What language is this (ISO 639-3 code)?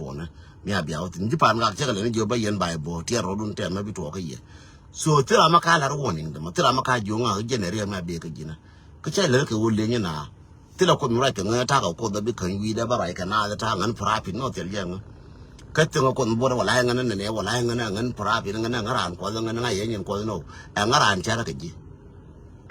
nus